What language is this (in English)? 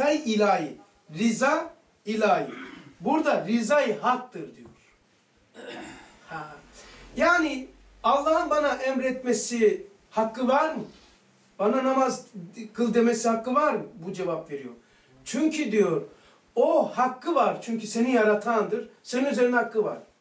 Turkish